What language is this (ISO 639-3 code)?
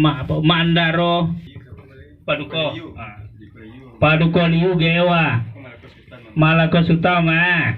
min